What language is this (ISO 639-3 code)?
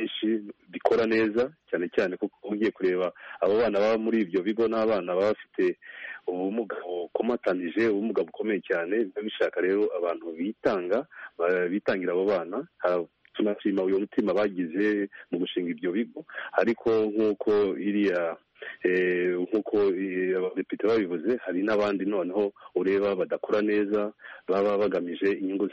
kin